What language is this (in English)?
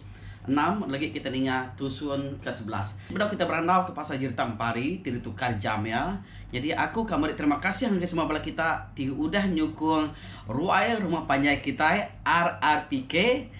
Iban